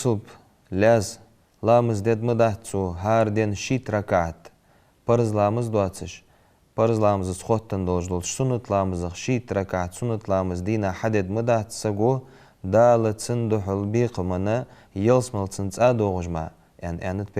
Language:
Ingush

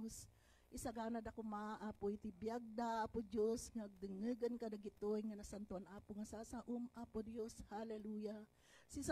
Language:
Iloko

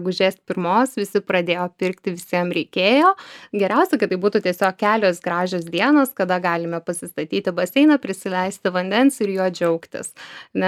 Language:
Lithuanian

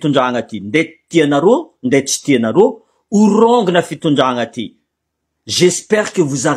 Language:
Malagasy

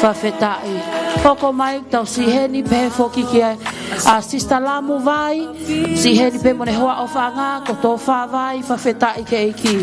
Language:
Tongan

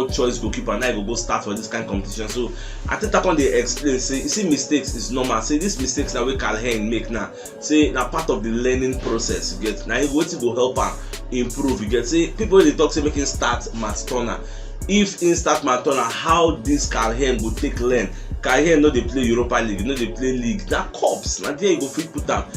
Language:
Nigerian Pidgin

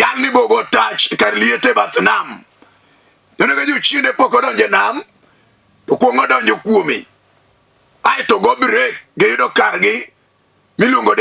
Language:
Luo (Kenya and Tanzania)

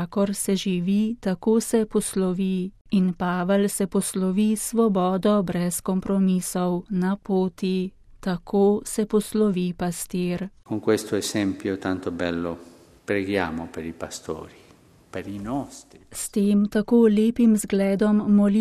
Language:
Slovenian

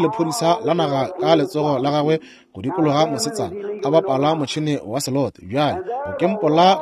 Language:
Northern Sotho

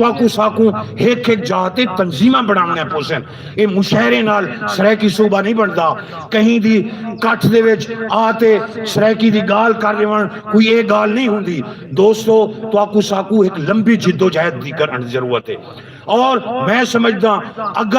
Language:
Saraiki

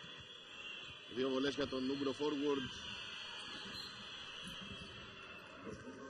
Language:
Greek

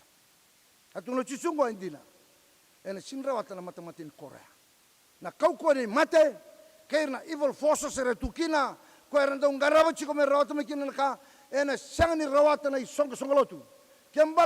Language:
Fijian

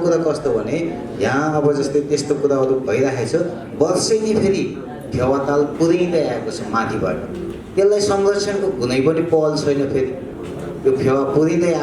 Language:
Nepali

